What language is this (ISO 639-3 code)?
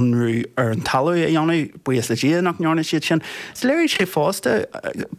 gle